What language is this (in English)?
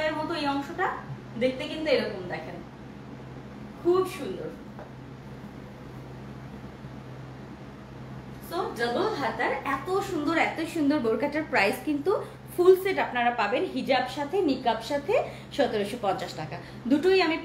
Bangla